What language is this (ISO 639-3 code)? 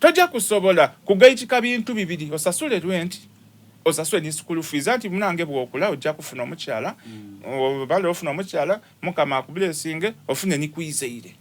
xog